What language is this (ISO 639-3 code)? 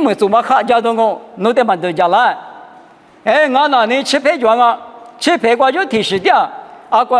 lis